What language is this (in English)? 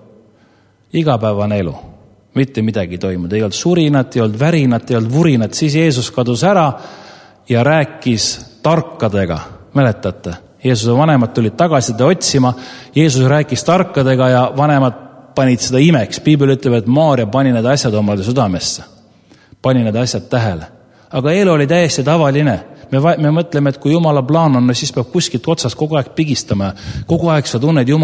Estonian